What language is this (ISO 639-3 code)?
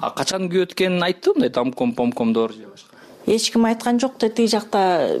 kir